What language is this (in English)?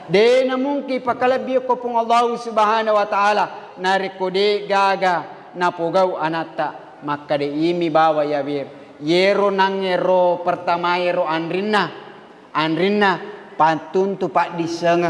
Buginese